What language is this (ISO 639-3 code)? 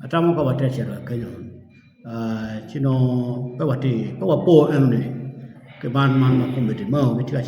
ach